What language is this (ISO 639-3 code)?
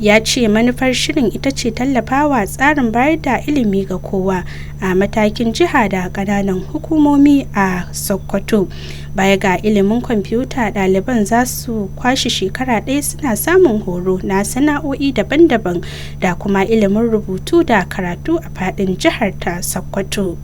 hau